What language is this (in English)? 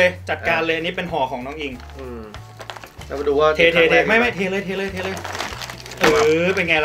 Thai